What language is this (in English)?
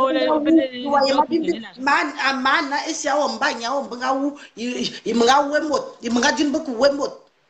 French